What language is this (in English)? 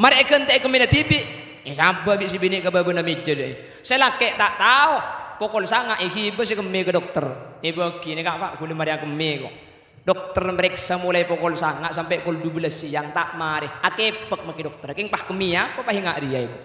Madurese